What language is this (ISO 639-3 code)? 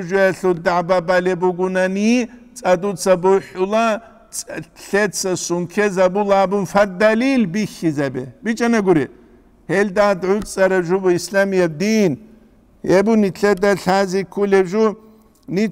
ava